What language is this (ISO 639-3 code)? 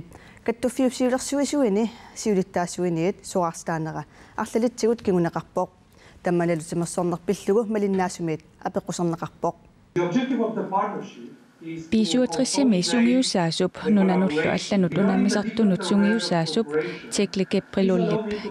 kal